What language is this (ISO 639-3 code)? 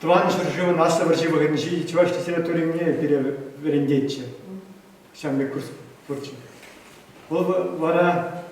chv